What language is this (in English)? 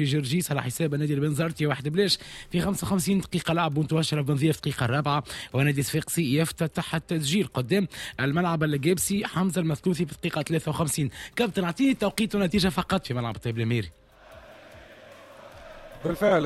Tunisian Arabic